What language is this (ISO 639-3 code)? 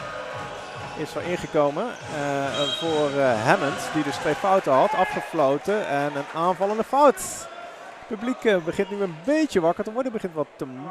nld